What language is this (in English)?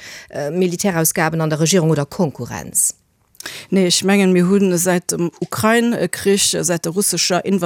Luxembourgish